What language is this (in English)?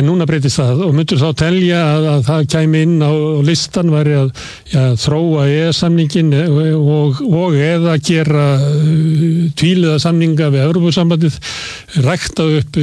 Icelandic